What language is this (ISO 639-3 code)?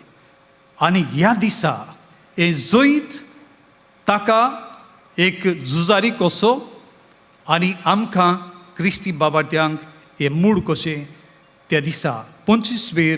kok